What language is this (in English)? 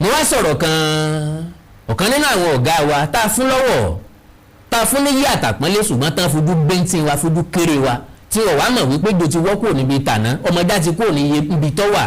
Yoruba